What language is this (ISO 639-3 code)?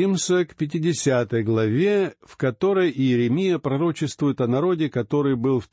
rus